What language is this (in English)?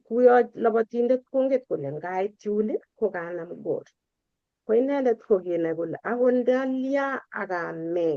Kalenjin